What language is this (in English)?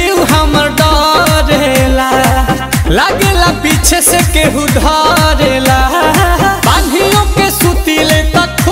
Bhojpuri